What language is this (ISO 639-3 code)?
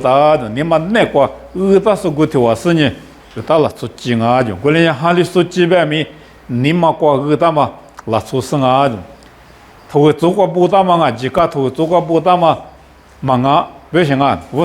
lis